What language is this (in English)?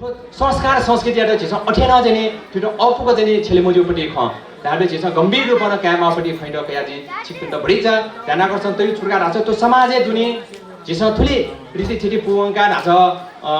Newari